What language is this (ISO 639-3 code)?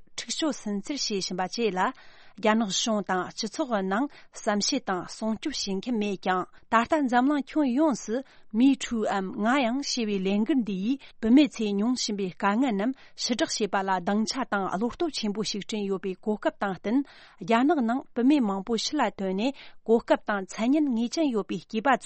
bod